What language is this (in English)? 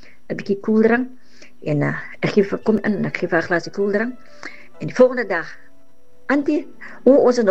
Afrikaans